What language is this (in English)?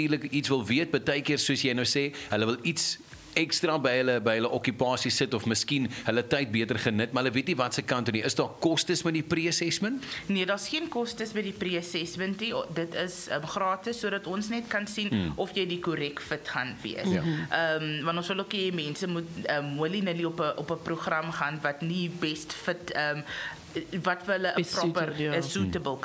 Afrikaans